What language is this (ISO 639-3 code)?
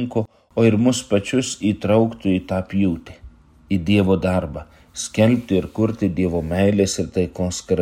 lit